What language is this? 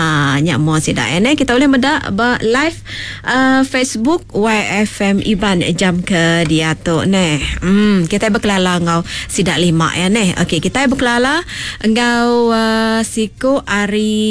Iban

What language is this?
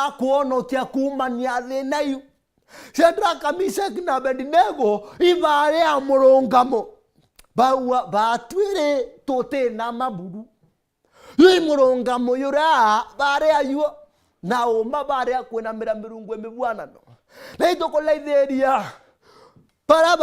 Meru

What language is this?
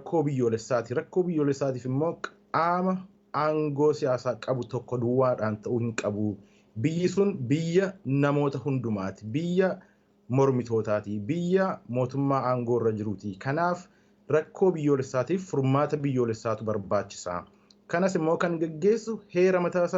Oromo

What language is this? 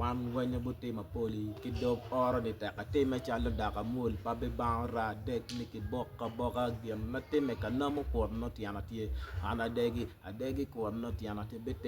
Acoli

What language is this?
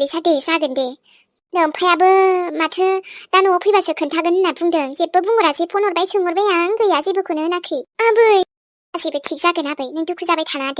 Bodo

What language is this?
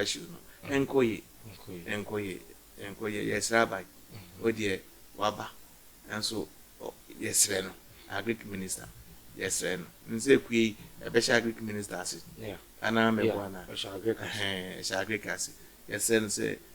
Akan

